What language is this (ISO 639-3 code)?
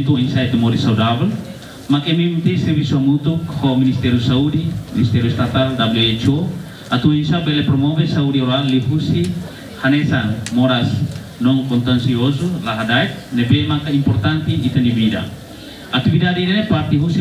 tet